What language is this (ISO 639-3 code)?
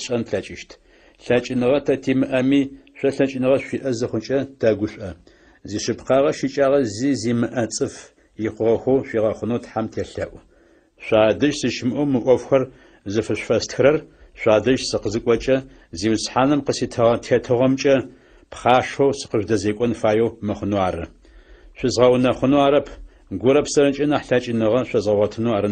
ady